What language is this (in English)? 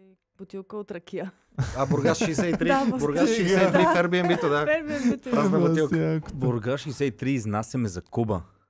Bulgarian